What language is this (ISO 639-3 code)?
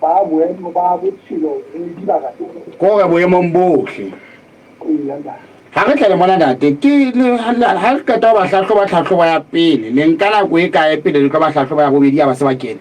sot